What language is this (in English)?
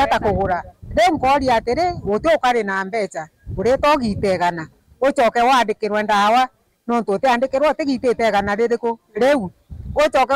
Meru